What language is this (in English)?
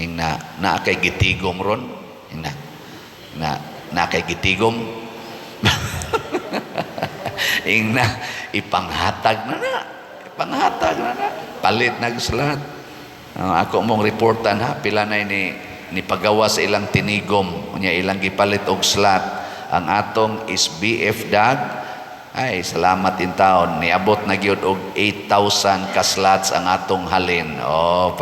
Cebuano